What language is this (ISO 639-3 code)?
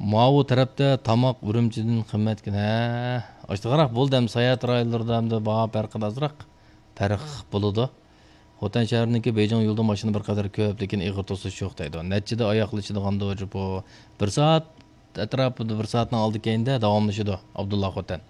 uig